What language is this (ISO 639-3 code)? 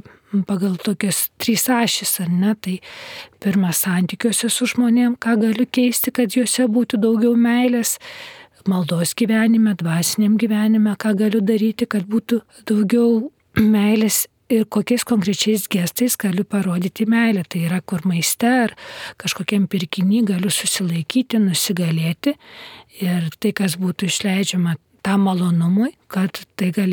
lit